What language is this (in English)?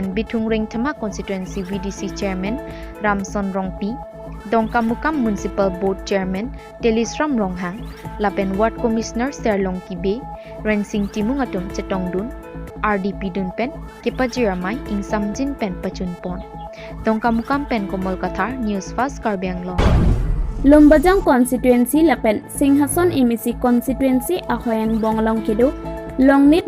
Karbi